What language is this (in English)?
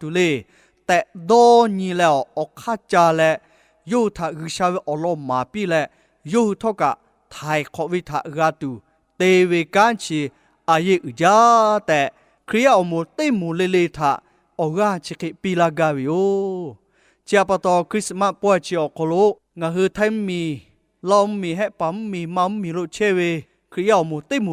Lahu